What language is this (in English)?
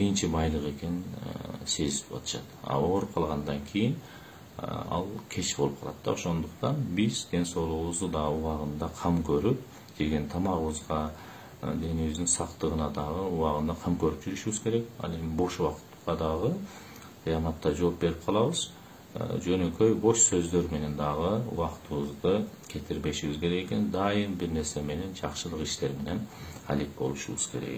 Kyrgyz